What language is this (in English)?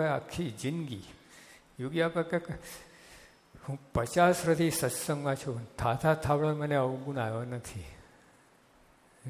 Gujarati